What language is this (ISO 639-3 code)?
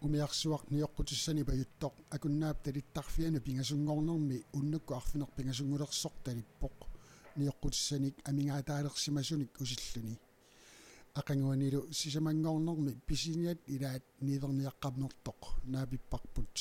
kal